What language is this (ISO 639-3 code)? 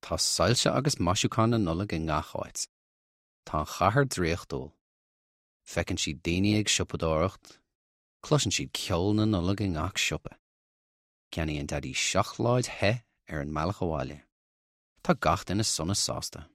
gle